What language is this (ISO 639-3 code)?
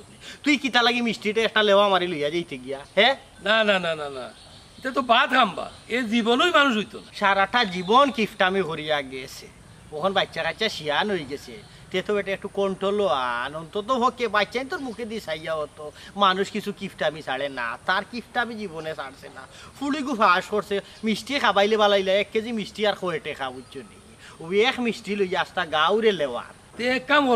syl